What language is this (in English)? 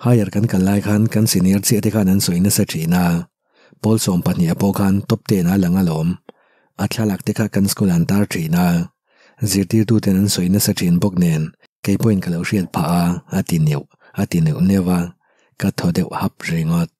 Mizo